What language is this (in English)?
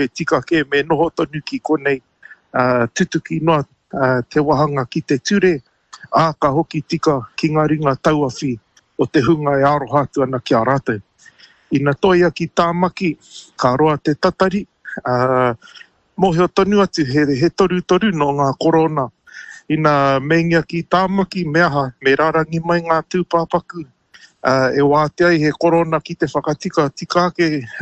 Māori